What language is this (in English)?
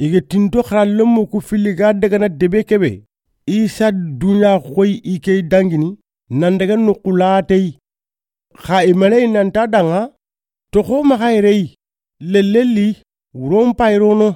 Soninke